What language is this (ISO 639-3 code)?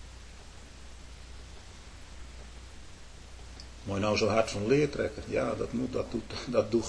nld